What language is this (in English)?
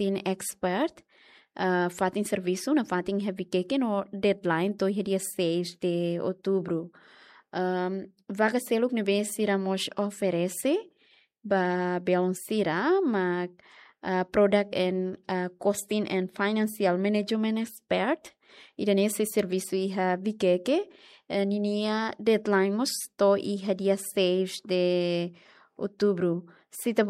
Tetum